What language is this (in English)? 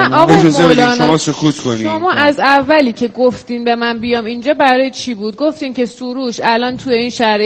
Persian